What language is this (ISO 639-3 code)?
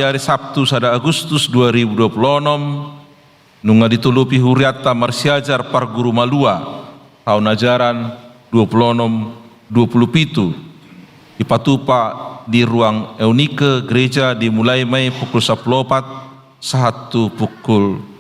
bbc